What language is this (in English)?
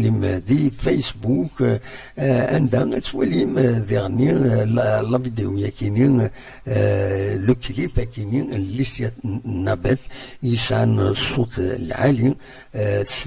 Kabyle